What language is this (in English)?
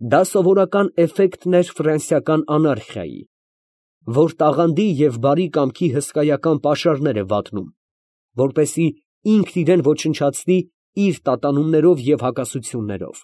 Armenian